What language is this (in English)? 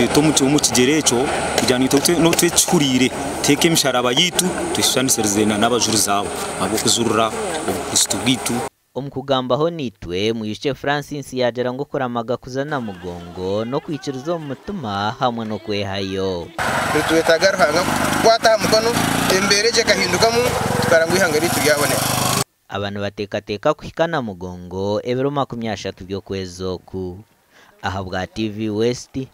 Nyankole